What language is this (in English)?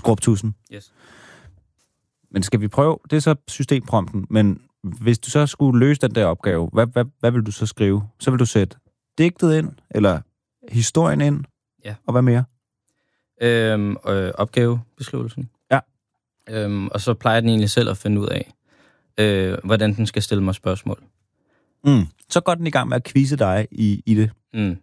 Danish